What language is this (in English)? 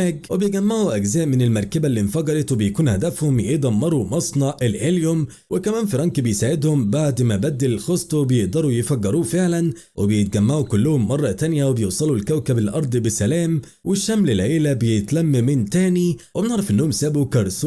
Egyptian Arabic